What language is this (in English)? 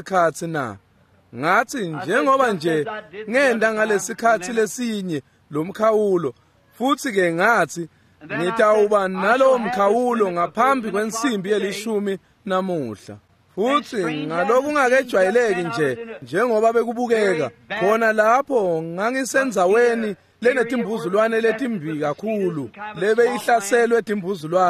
Swati